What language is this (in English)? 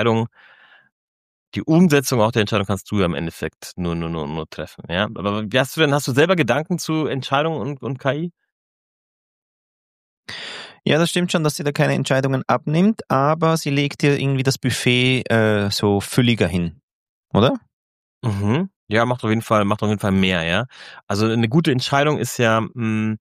German